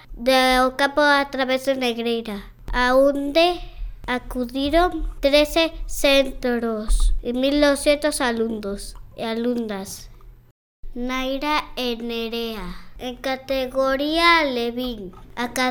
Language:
Galician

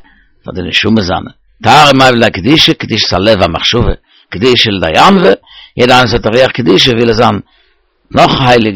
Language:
Yiddish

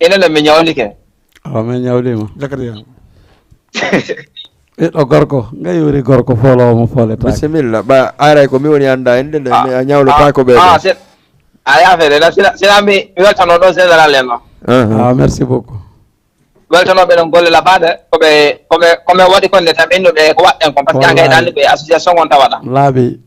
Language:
Fula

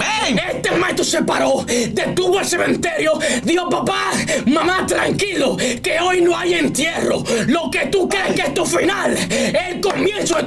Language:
Spanish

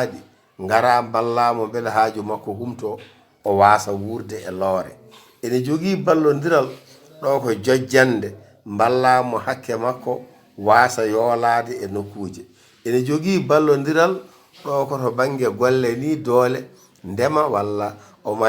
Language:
Fula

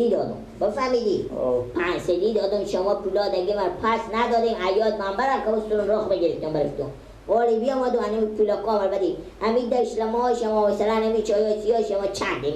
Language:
Persian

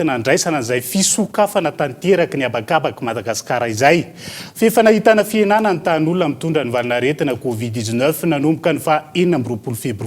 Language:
Malagasy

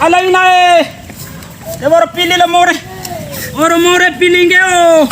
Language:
Bima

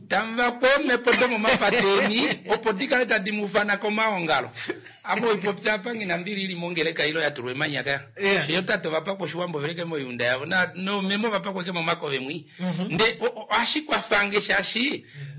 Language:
Kuanyama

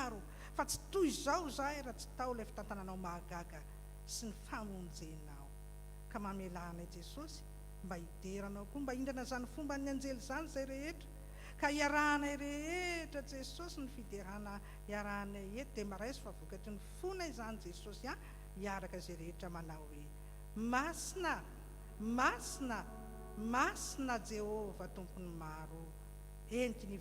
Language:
Malagasy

